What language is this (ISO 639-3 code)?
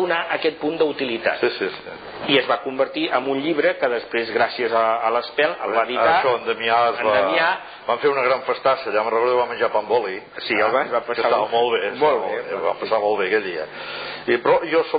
cat